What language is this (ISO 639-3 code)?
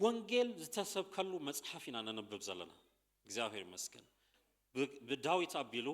tir